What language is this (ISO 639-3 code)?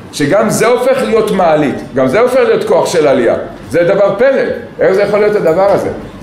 heb